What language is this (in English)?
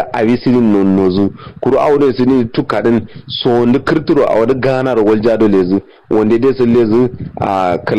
Kanuri